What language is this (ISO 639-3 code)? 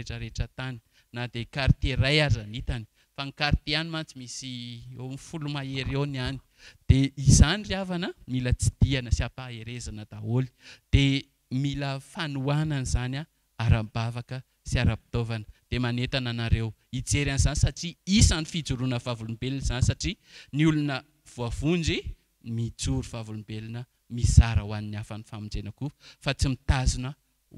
mlg